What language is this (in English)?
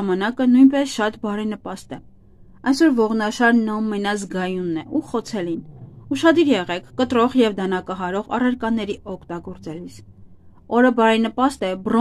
Armenian